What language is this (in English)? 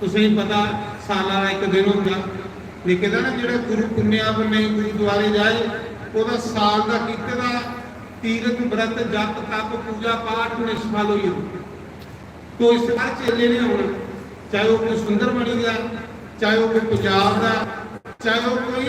Dogri